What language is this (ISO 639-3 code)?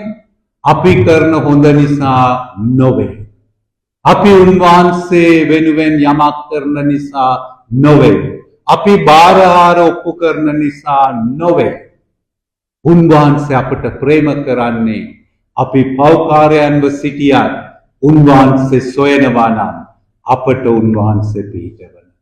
sin